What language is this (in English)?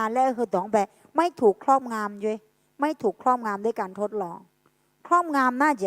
Akha